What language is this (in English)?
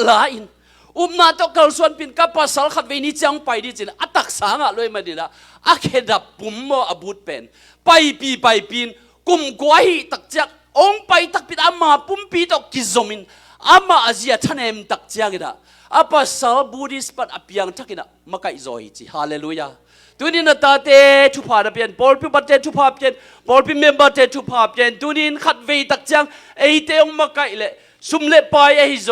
Tedim Chin